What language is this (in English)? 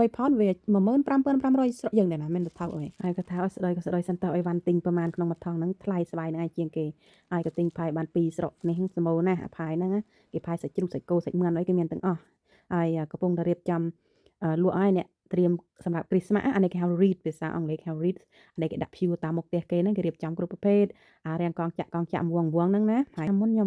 Khmer